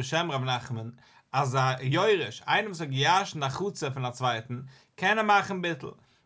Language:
Yiddish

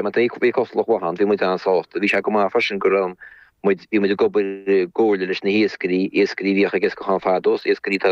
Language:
Irish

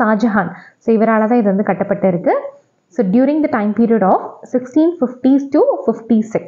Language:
Tamil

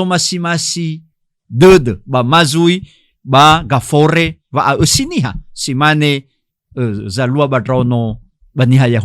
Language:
Nias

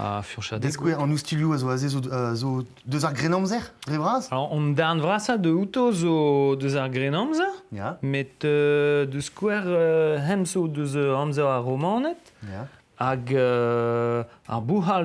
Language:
Breton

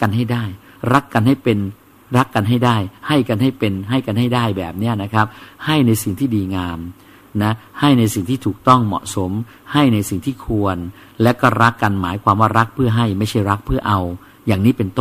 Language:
Thai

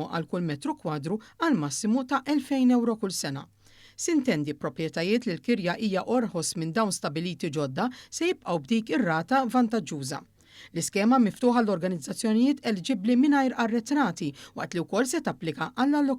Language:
Maltese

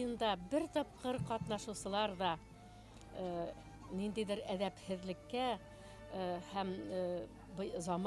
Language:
Bashkir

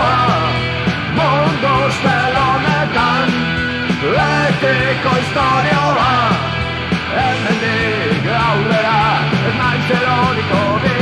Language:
Basque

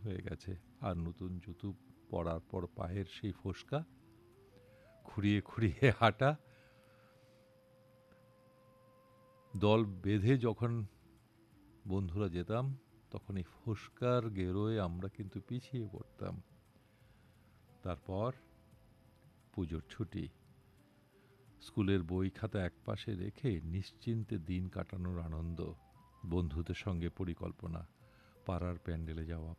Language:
Bangla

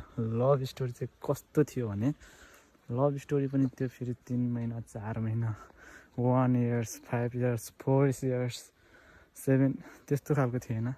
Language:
Nepali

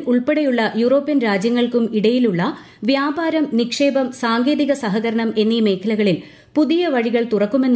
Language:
Malayalam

